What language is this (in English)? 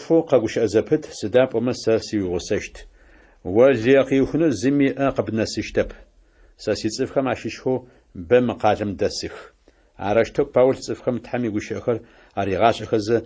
Adyghe